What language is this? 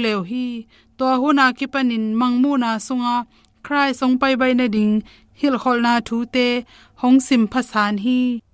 Tedim Chin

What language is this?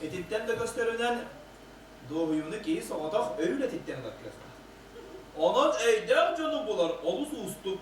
Yakut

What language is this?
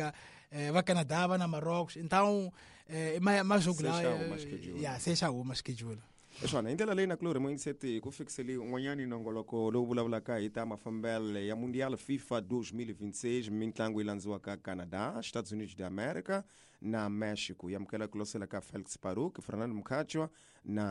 Tsonga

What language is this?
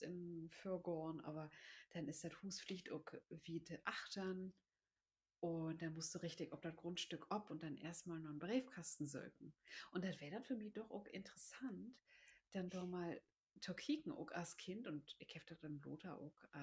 Low German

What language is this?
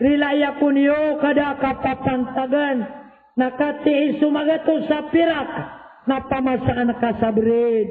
Maranao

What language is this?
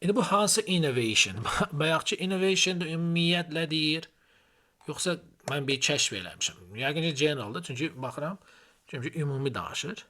Azerbaijani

